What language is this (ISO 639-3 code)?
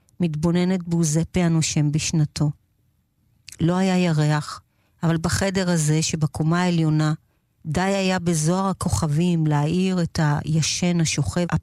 heb